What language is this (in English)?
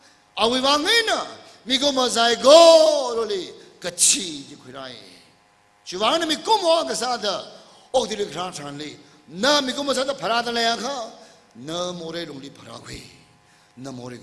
Tangkhul Naga (India)